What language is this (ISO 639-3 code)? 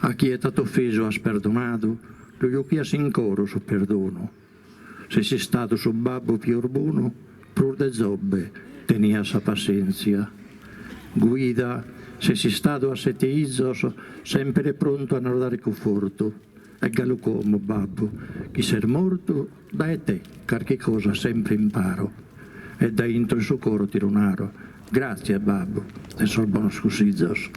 srd